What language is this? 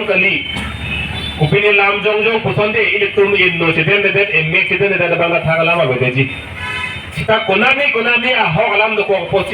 Karbi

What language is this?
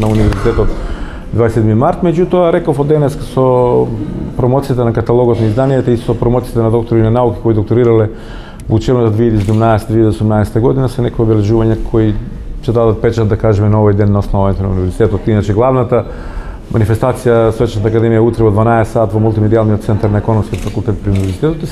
Macedonian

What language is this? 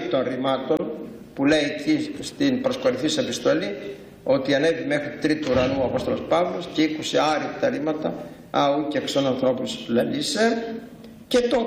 Greek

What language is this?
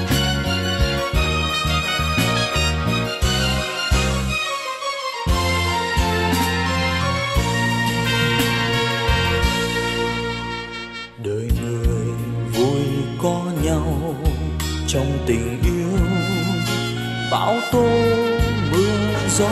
Vietnamese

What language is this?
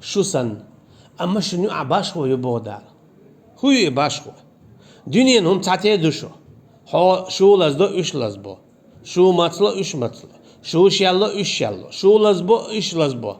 Chechen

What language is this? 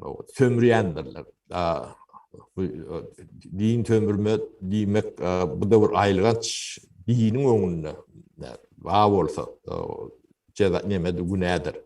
Turkmen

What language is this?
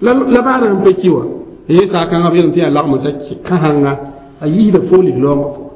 Mossi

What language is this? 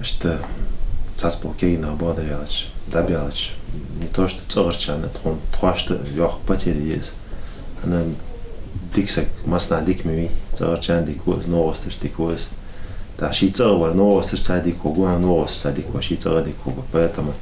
Ingush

